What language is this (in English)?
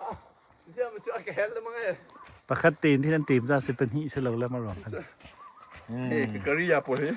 Hakha Chin